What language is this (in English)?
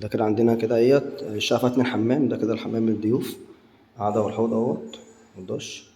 Egyptian Arabic